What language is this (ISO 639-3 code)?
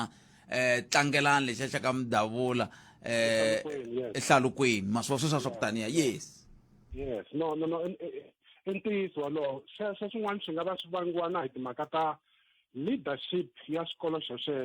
tso